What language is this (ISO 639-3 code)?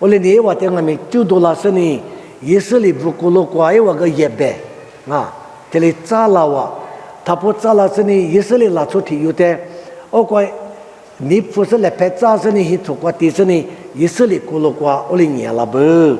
lis